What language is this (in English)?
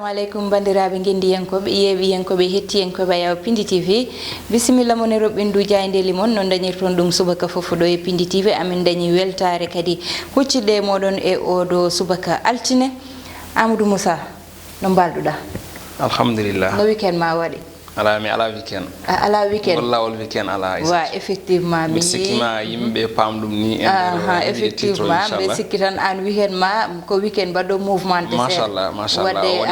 Fula